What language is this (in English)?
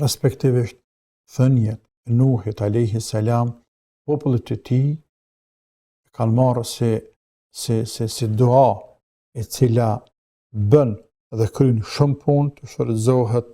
Albanian